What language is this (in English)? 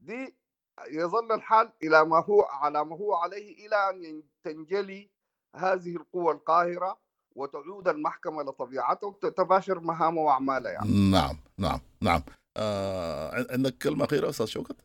Sudanese Arabic